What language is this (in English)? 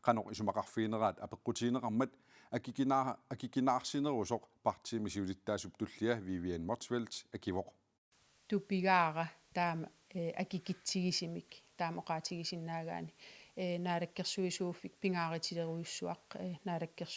Kalaallisut